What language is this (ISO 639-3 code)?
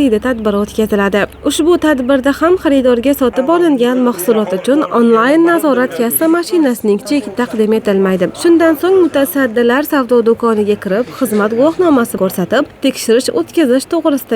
uzb